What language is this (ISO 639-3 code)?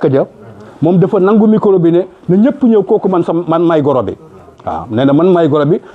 wol